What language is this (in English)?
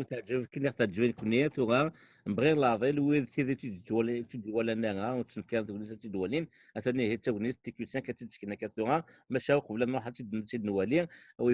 Kabyle